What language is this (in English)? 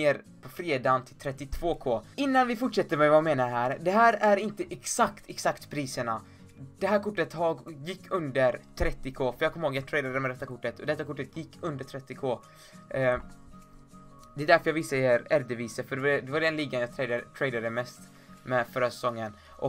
Swedish